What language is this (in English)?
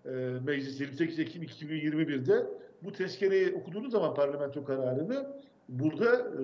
Turkish